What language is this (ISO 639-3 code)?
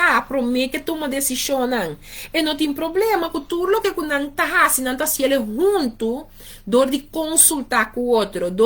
pap